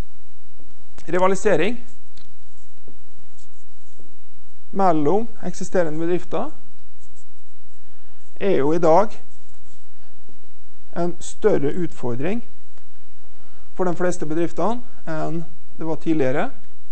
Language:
Norwegian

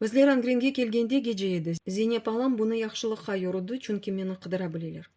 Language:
Crimean Tatar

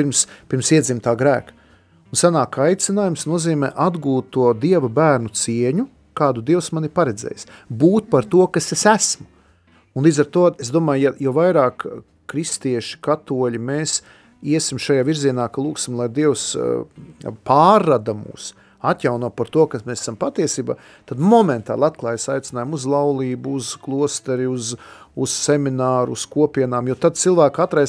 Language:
Latvian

